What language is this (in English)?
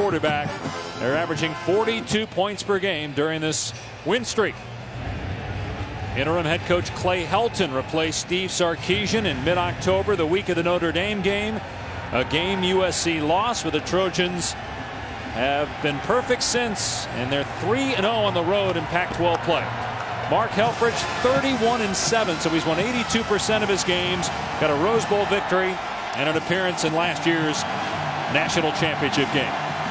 English